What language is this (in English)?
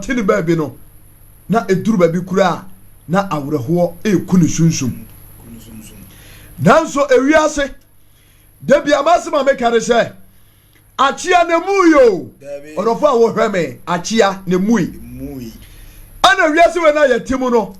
Akan